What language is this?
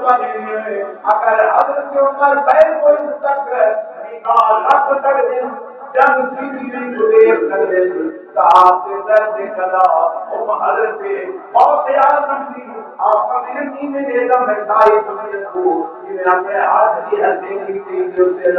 Saraiki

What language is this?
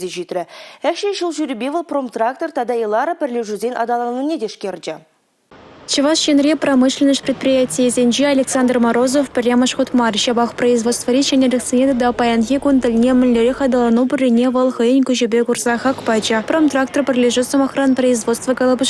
Chuvash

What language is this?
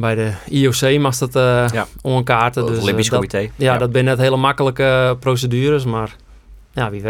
Western Frisian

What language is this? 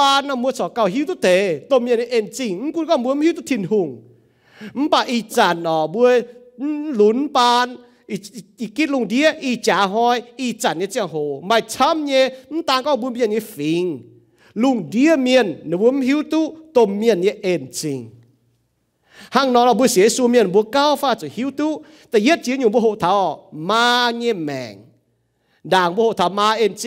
Iu Mien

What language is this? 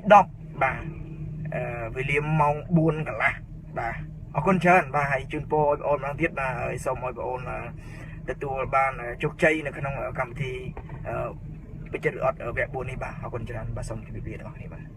Khmer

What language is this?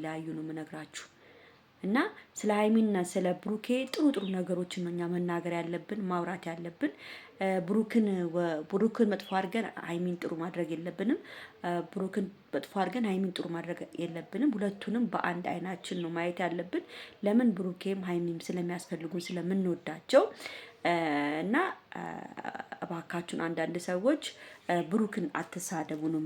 Amharic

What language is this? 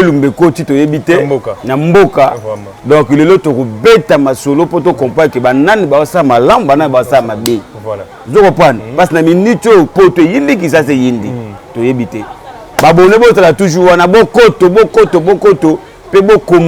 Lingala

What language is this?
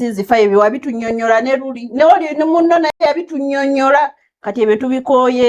Ganda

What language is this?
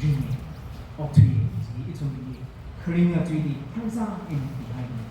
Tangkhul Naga (India)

